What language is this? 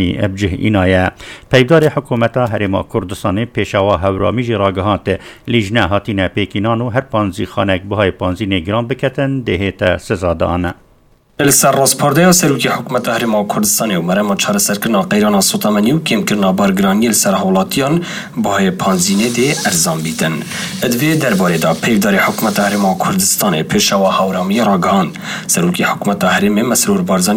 Kurdish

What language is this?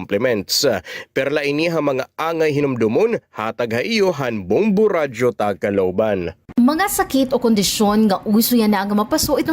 Waray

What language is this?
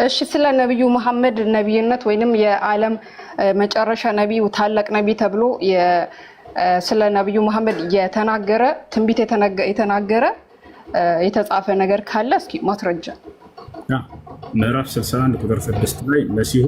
Amharic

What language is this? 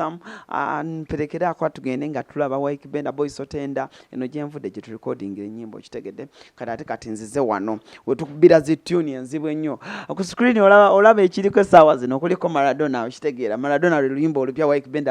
Ganda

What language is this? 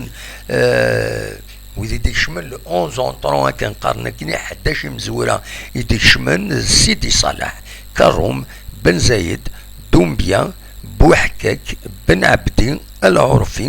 Kabyle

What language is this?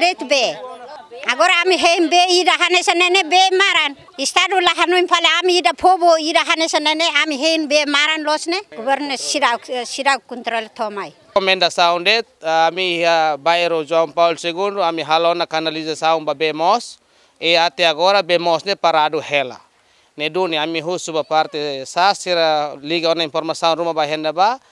Tetum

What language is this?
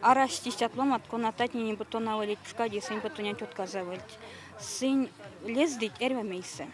Erzya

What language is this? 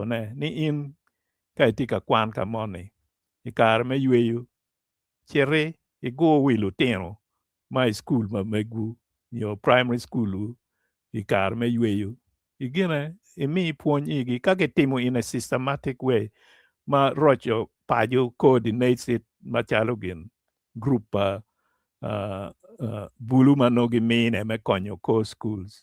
Acoli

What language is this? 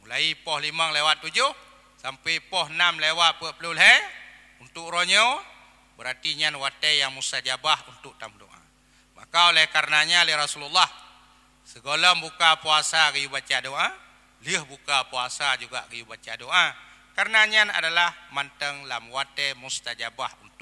Achinese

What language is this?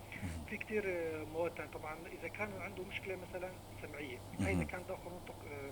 North Levantine Arabic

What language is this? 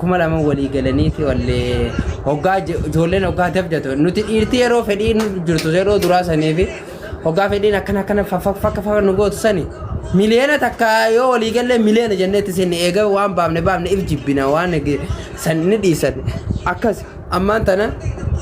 Oromo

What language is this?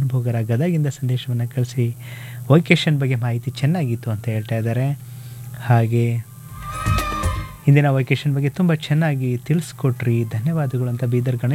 Kannada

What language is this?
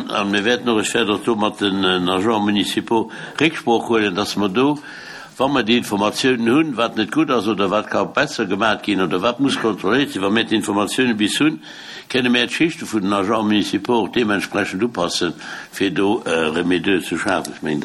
Luxembourgish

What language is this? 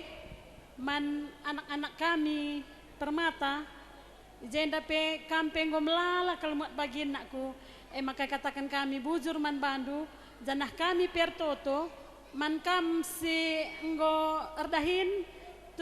Batak Karo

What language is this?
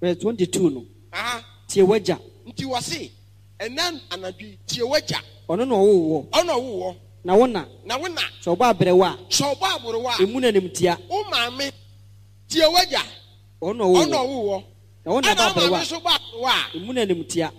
Akan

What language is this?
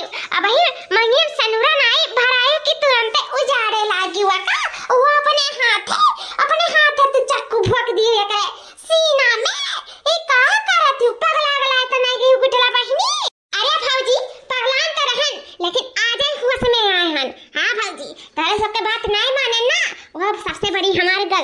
Awadhi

